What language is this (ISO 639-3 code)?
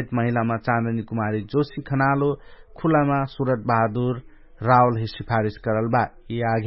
thl